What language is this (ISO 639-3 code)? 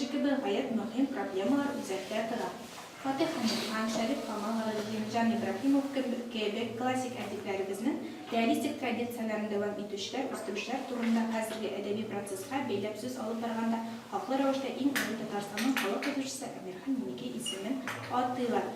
tat